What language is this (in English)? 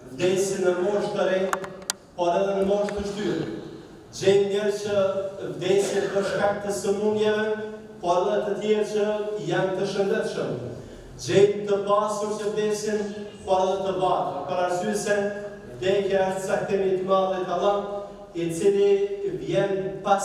Albanian